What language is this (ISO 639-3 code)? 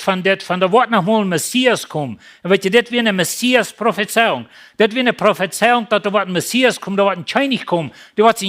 pdt